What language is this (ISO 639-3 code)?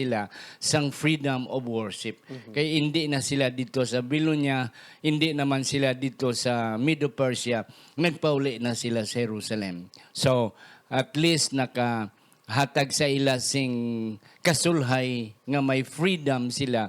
hil